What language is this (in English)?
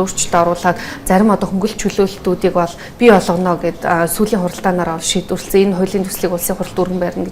Mongolian